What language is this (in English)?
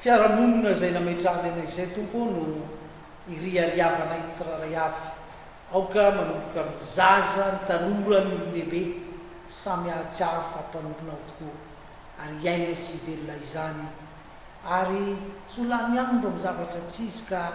Malagasy